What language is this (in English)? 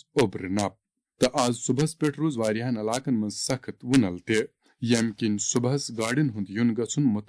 Kashmiri